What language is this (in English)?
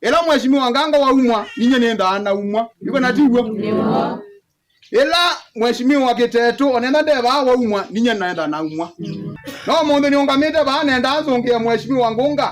Kamba